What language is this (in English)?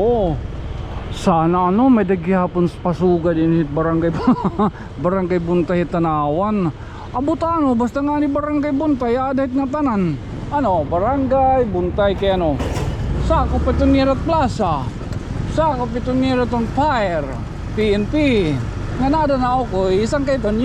Waray